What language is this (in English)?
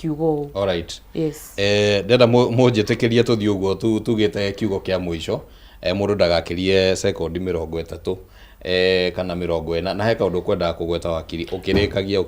Kikuyu